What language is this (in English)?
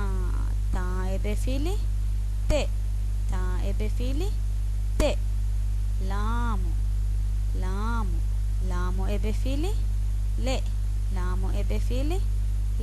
Divehi